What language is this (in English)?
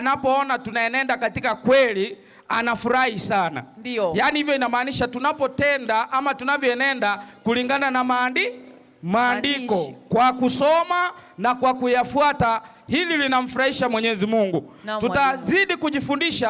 Swahili